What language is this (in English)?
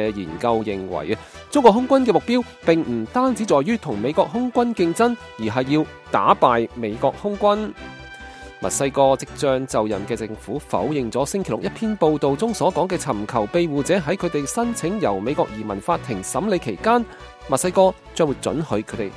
Cantonese